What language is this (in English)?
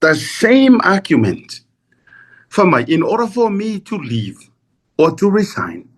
Samoan